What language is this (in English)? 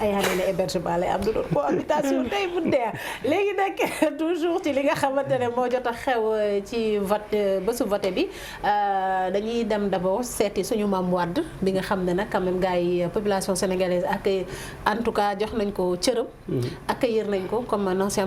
Wolof